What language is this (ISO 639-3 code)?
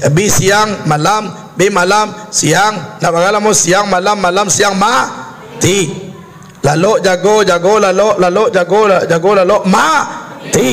min